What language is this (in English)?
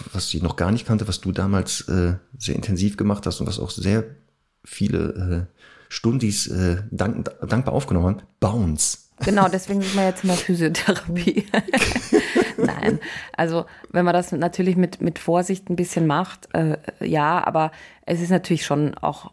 German